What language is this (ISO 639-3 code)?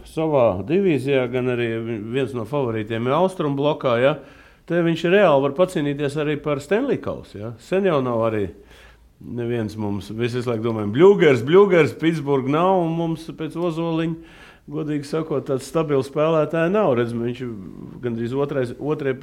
lav